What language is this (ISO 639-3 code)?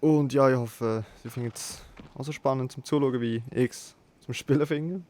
gsw